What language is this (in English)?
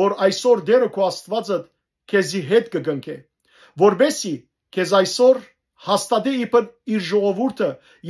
Western Armenian